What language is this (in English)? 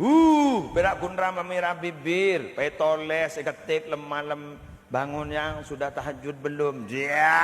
Madurese